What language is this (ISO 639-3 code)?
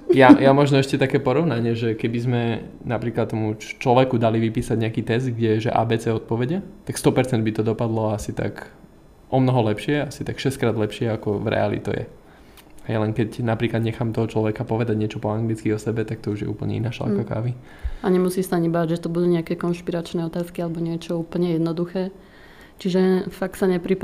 slk